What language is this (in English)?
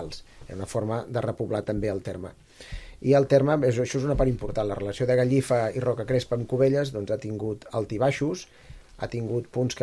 Catalan